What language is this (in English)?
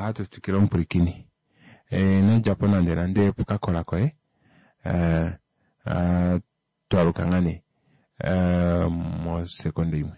Kuanyama